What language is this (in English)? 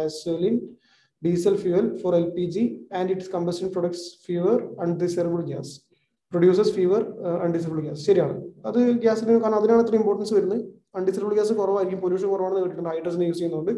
Malayalam